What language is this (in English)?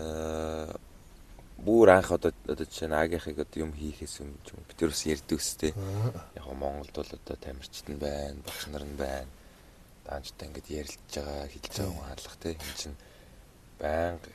Mongolian